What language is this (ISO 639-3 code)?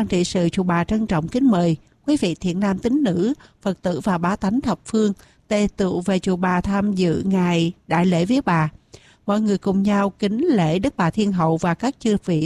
vie